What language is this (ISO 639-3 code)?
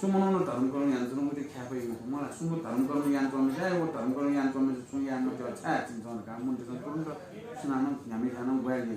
new